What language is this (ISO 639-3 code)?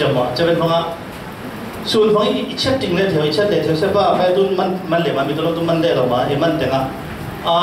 cfm